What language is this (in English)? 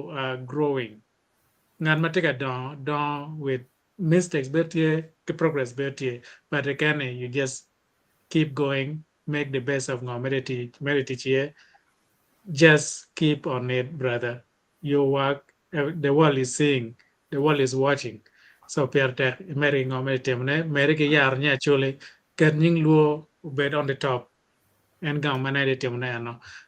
Acoli